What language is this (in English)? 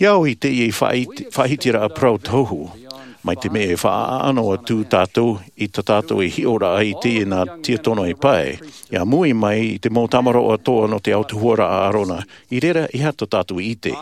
Tahitian